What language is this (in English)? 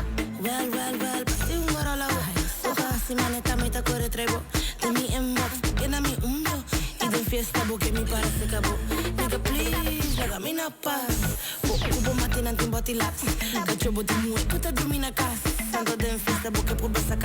Papiamento